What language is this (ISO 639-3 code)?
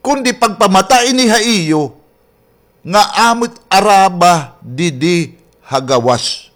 war